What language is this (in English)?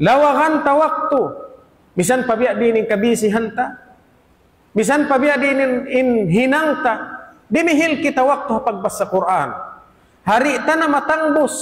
Tausug